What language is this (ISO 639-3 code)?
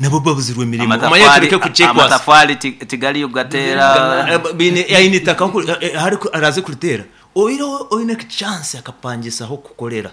nyn